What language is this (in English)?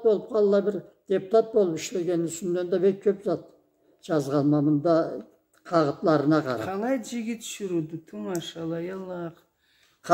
Karachay-Balkar